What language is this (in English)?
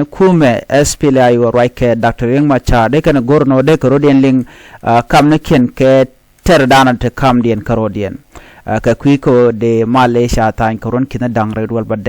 Nuer